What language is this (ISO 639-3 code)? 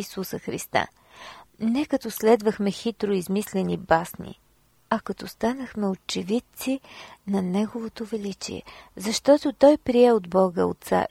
bul